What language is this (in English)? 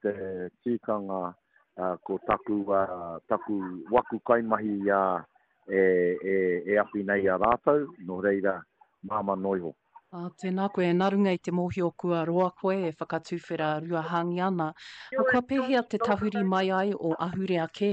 Māori